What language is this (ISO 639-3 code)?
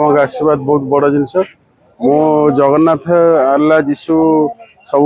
ori